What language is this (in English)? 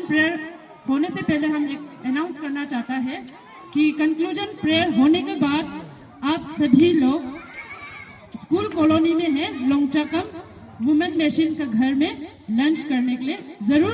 Wancho Naga